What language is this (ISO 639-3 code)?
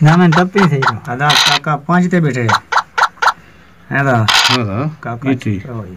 skr